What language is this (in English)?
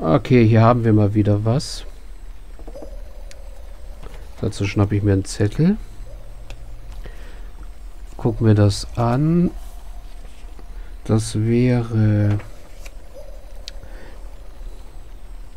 German